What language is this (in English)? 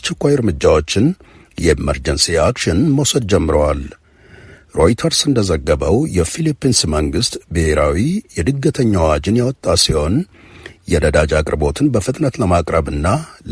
Amharic